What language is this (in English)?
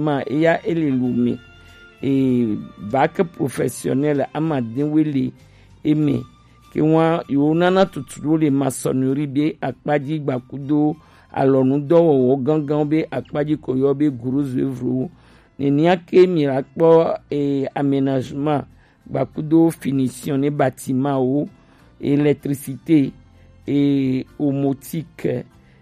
Gen